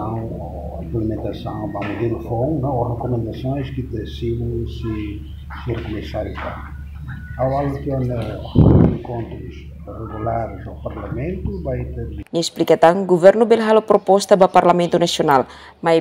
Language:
Tetum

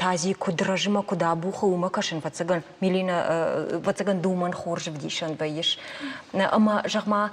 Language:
Ossetic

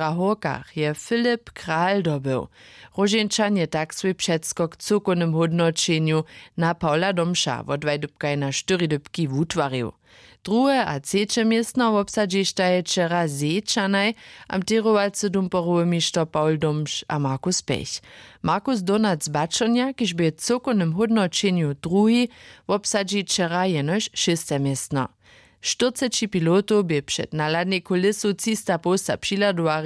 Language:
Upper Sorbian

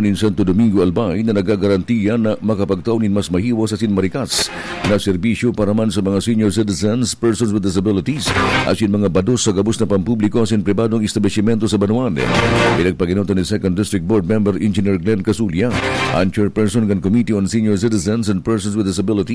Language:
Bikol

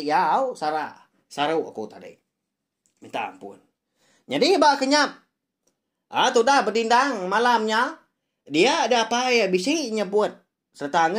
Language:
Iban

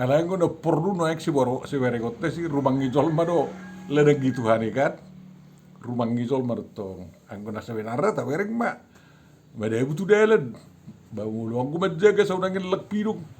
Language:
Batak Toba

